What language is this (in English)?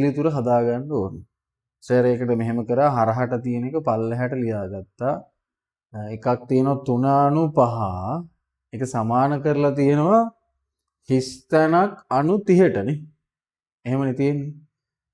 Sinhala